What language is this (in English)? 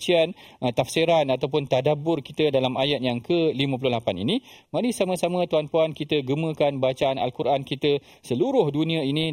Malay